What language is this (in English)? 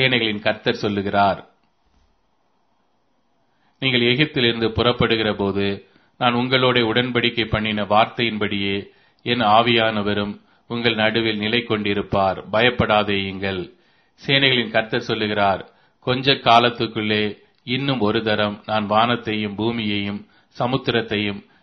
Tamil